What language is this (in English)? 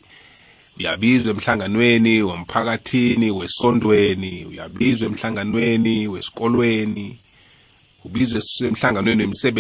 South Ndebele